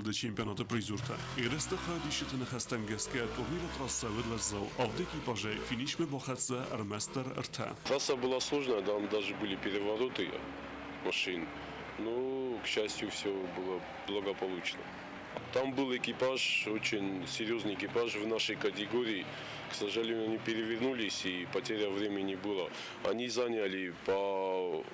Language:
Ossetic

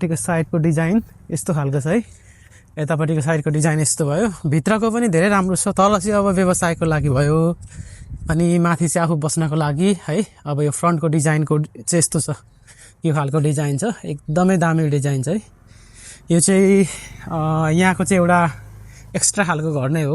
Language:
Nepali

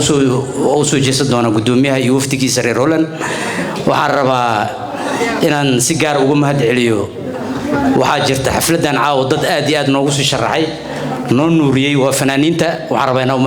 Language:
Somali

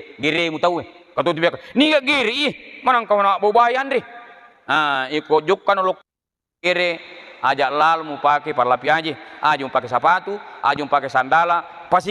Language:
Buginese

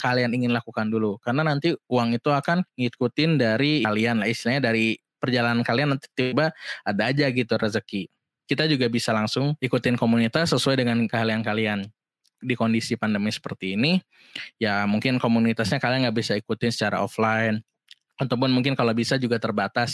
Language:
Indonesian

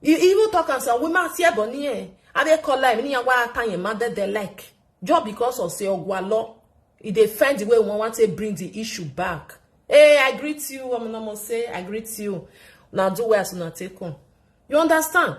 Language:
Nigerian Pidgin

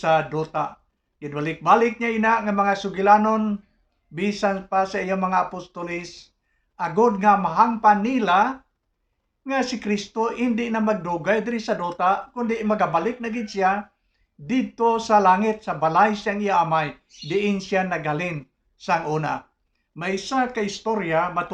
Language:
Hiligaynon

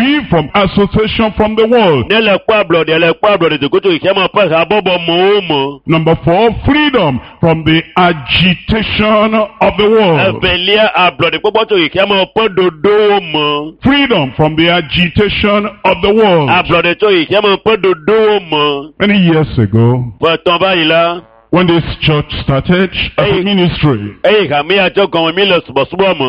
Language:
Ewe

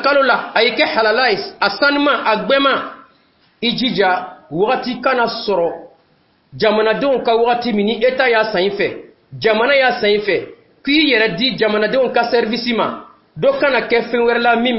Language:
Dyula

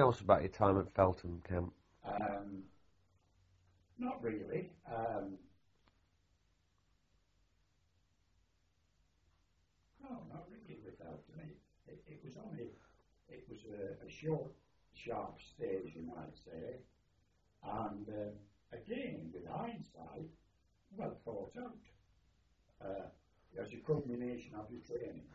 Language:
English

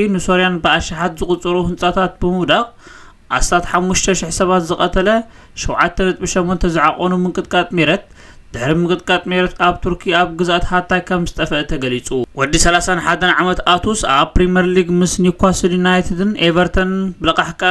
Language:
Tigrinya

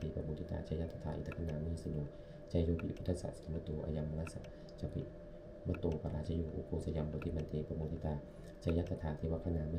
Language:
Pali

